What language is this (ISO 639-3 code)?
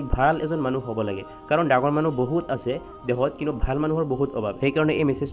asm